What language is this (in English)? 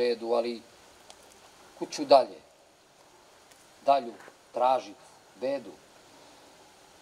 Serbian